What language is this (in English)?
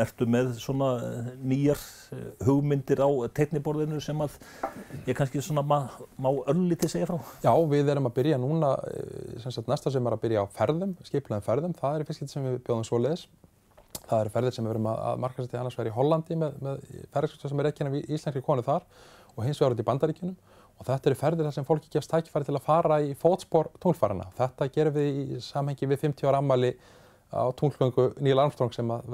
Icelandic